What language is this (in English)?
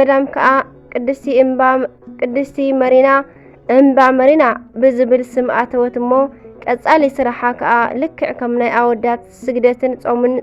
Tigrinya